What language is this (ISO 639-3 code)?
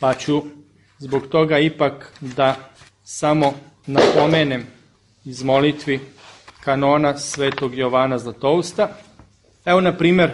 srp